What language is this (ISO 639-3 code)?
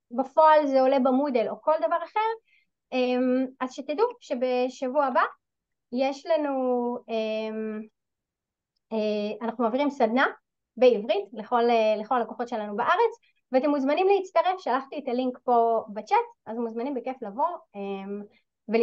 heb